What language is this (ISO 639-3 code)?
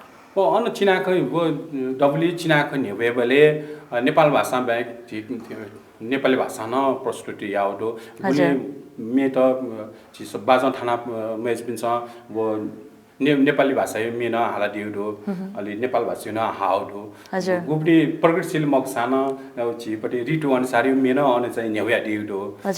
new